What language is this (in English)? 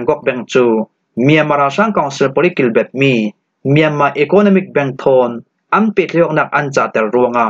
Falam Chin